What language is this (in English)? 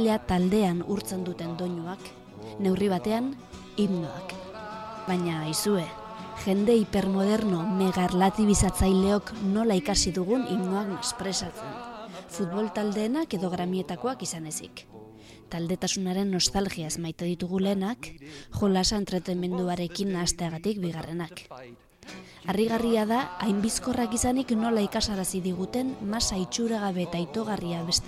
Basque